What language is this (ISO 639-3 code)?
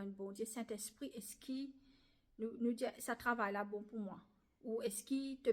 mfe